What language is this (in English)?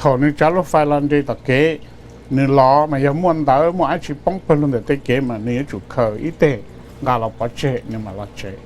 Hmong